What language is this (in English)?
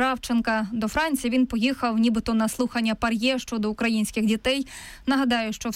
Ukrainian